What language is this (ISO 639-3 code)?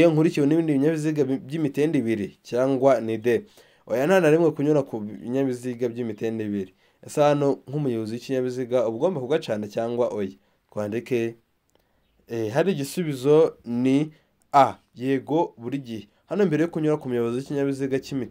kin